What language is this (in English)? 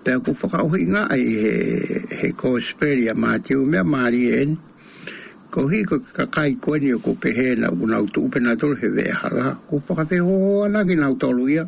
Tongan